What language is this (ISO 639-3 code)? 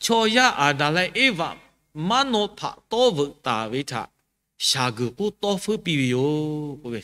lhu